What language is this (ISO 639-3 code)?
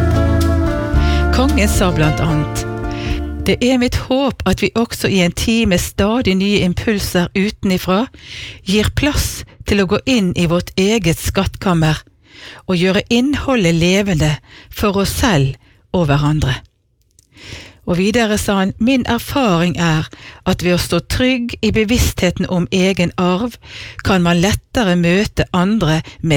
nor